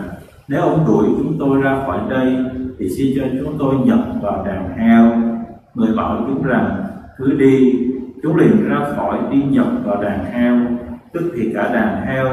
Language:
Vietnamese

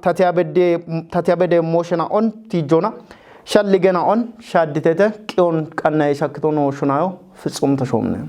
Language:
Kafa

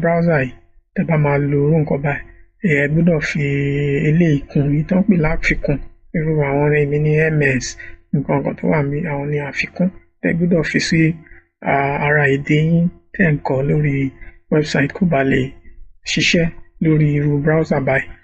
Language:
Yoruba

